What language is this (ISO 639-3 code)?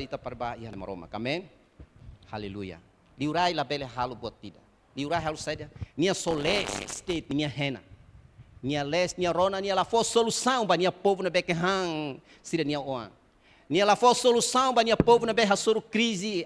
tet